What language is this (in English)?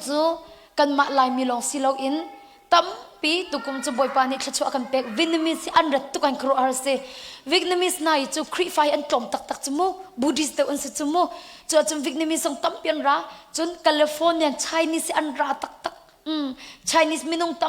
Hakha Chin